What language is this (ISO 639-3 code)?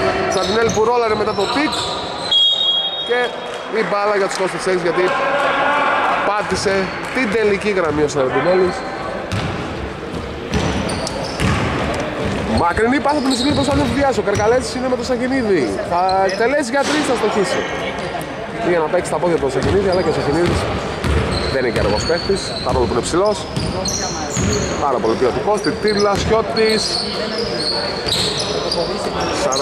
ell